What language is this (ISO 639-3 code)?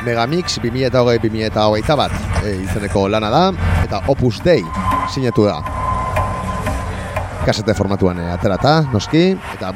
eus